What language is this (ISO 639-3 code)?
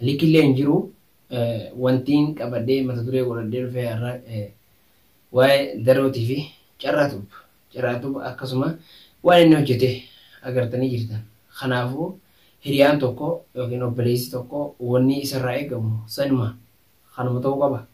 orm